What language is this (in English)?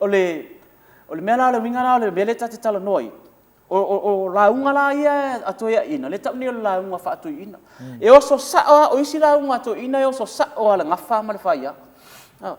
Samoan